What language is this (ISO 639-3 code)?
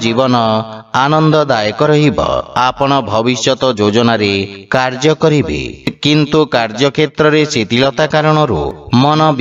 ori